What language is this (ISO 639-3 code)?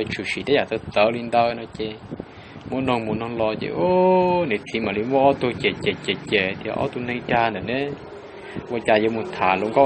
hmn